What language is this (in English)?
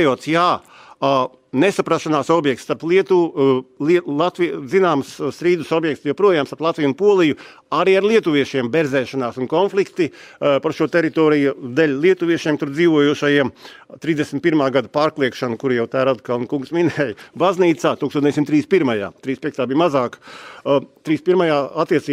Latvian